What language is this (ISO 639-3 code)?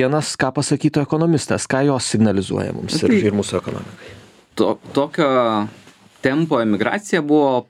lit